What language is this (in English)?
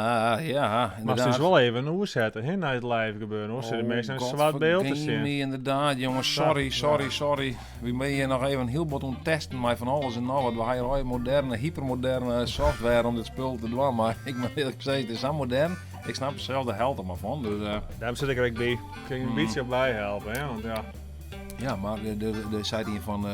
Western Frisian